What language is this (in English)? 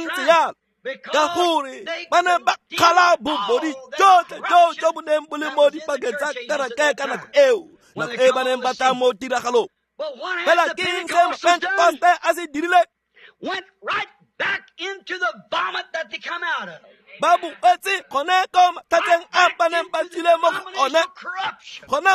Tswana